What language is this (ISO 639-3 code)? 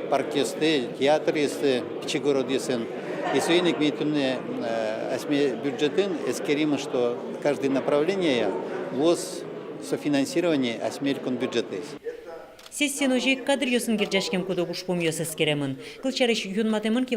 udm